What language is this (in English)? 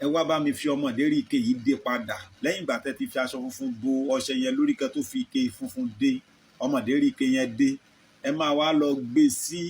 Yoruba